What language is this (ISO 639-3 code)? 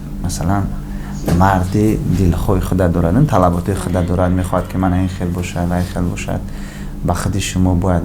tgk